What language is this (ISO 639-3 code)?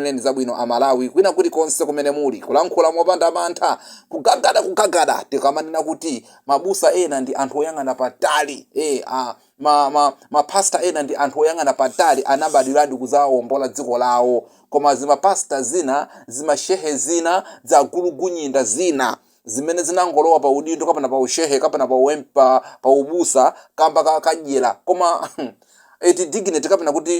nya